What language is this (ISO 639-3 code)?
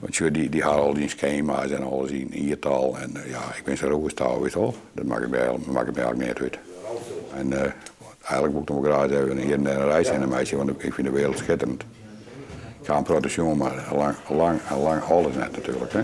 fry